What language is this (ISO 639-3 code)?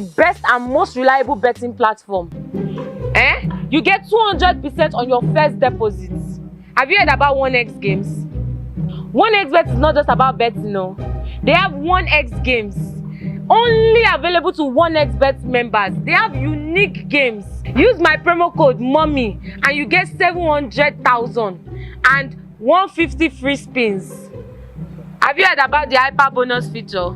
pcm